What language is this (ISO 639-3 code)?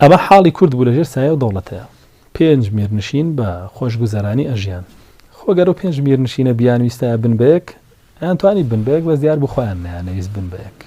ckb